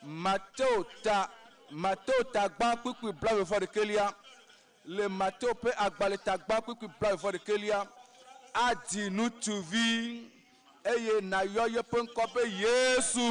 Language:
Ewe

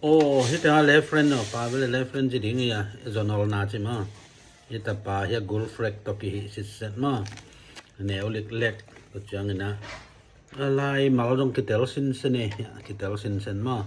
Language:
Tedim Chin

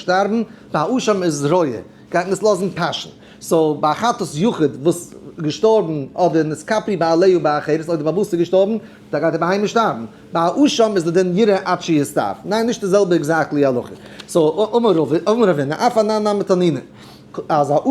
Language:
Yiddish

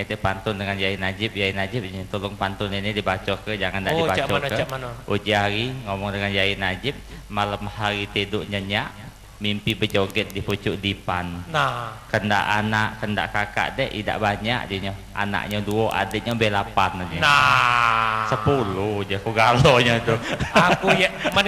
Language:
Musi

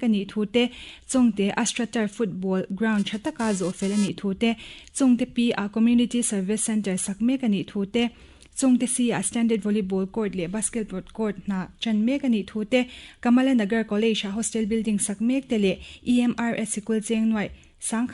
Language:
Mizo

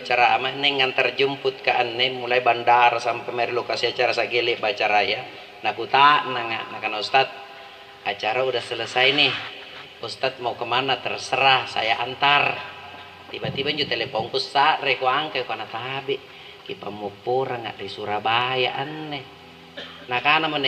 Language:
Makasar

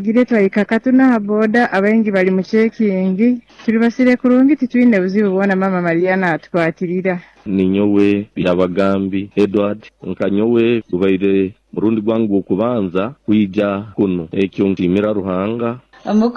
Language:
Nyoro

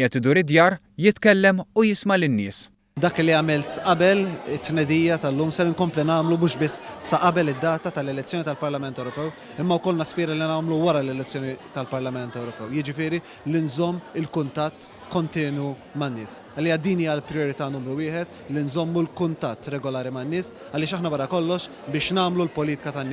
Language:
Maltese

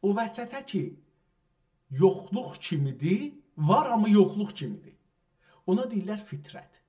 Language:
South Azerbaijani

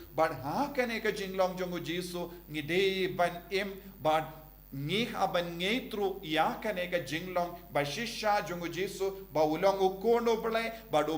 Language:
Khasi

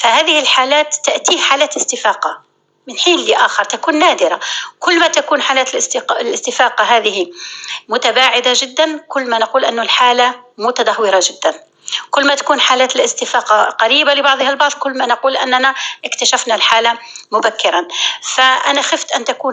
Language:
North Levantine Arabic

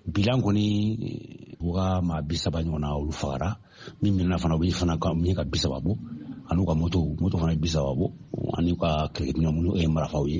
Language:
Bambara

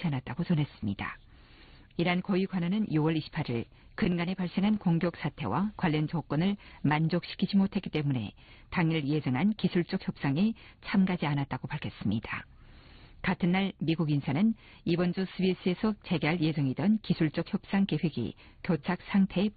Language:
Korean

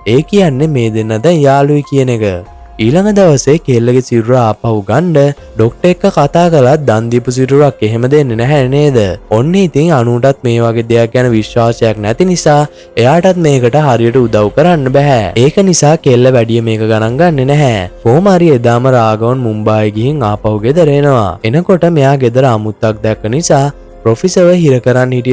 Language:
Sinhala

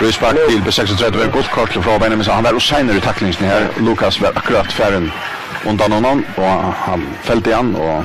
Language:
Faroese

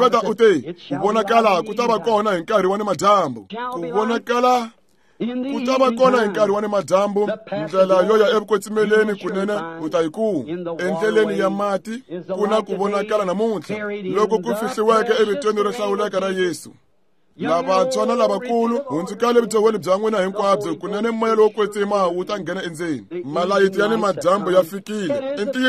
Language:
Tsonga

